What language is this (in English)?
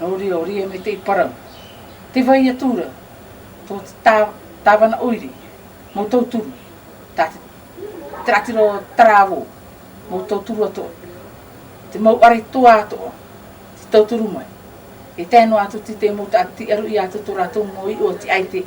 Tahitian